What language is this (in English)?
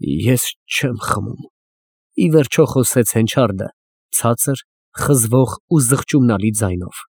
Armenian